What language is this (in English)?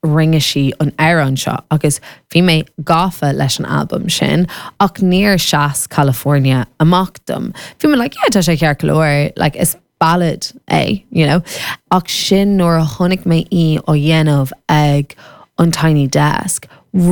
Irish